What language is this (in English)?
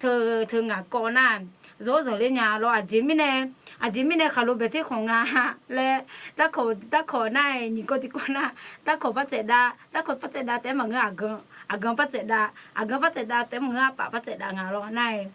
Akha